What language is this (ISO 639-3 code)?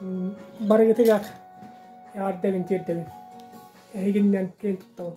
sah